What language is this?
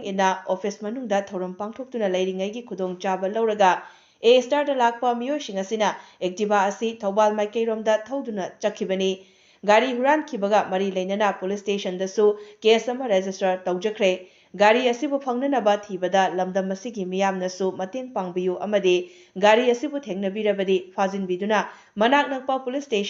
Manipuri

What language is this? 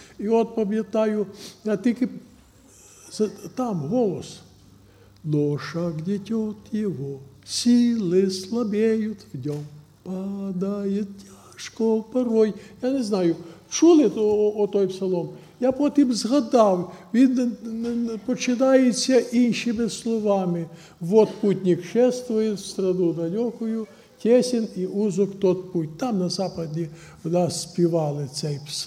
Ukrainian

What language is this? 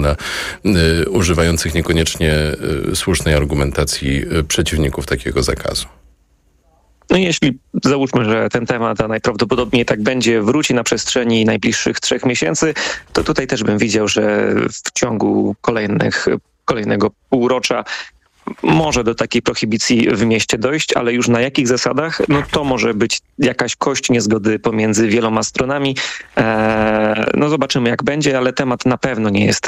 Polish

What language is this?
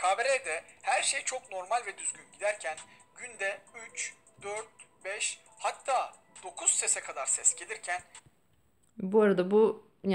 Turkish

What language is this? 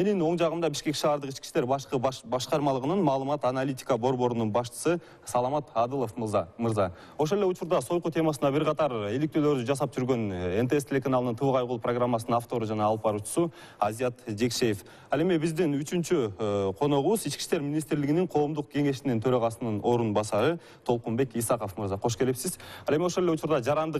Kyrgyz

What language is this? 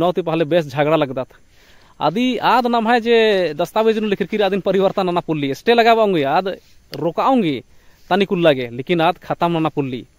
Kurukh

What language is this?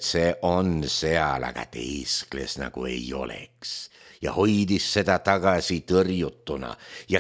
Estonian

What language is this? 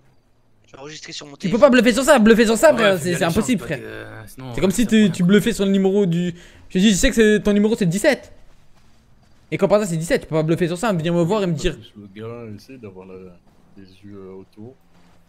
French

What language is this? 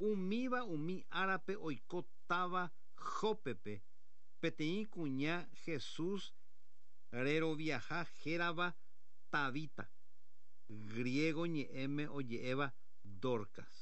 Guarani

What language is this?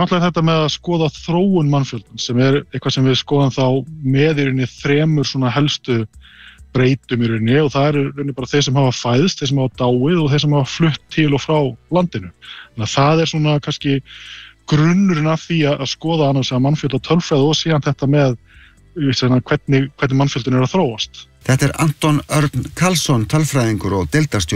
Icelandic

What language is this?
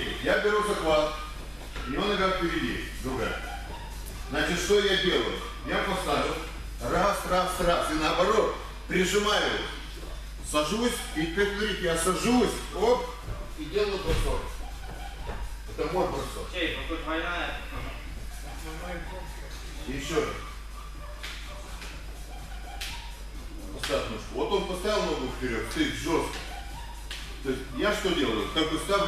Russian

